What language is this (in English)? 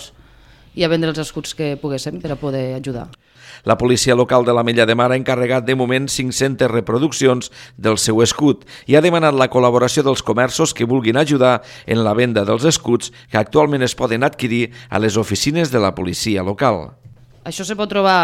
Catalan